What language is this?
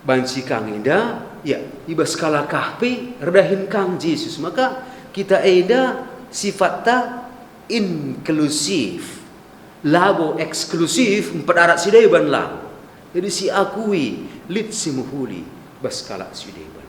Batak Karo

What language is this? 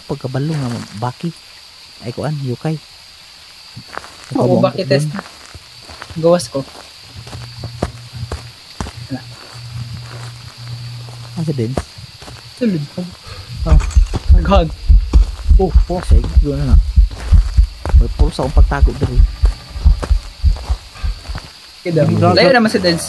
Cebuano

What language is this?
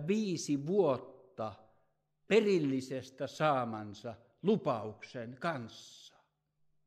Finnish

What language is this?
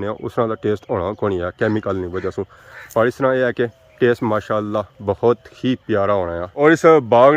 Pahari-Potwari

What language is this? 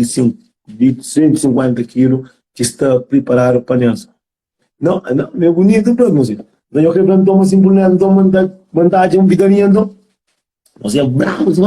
Kabuverdianu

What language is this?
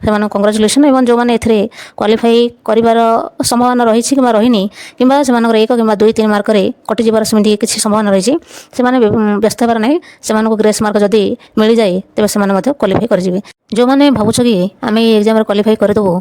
Odia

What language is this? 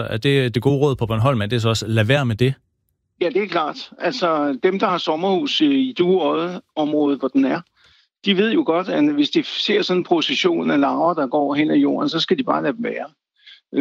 Danish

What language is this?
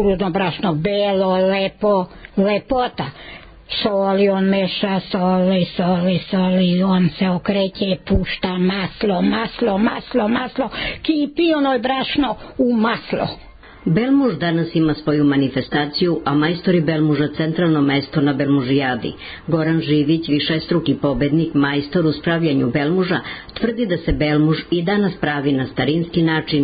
Serbian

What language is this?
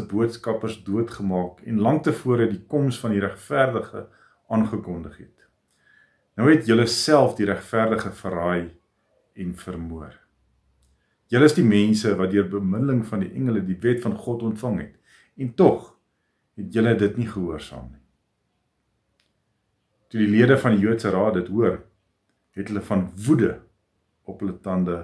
Afrikaans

